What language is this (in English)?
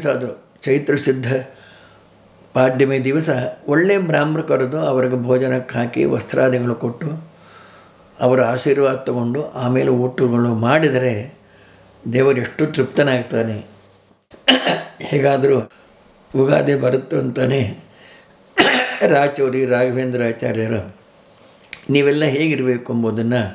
Kannada